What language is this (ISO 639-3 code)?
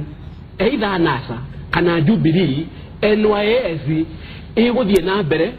kik